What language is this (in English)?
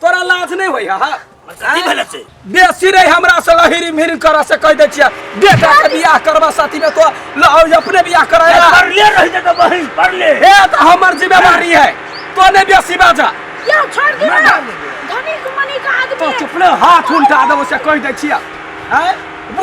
Maithili